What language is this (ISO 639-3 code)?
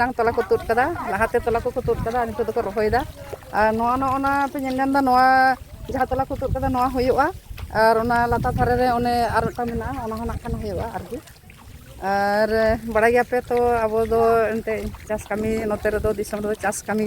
sat